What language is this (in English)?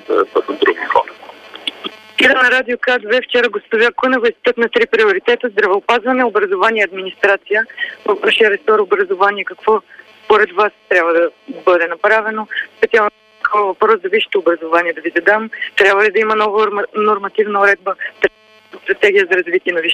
Bulgarian